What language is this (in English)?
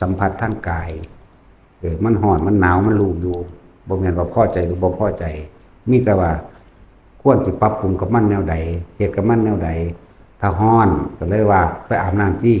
Lao